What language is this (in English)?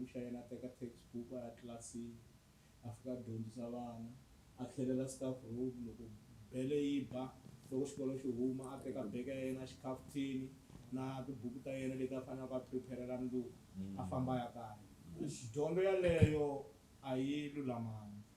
Tsonga